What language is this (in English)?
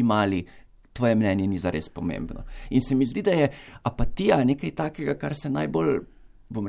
Slovenian